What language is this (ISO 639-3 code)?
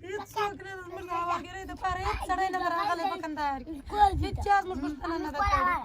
pus